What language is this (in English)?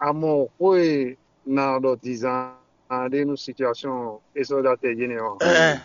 Fon